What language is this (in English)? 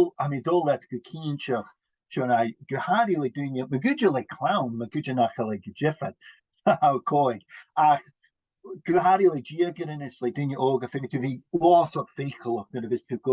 Scottish Gaelic